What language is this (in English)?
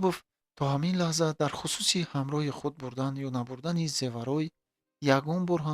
Tajik